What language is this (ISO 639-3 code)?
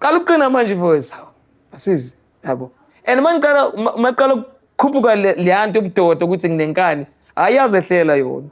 zul